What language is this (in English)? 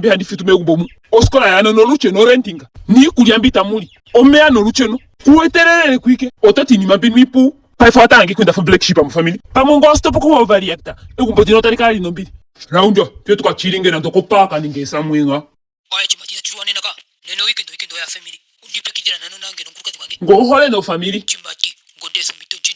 Ndonga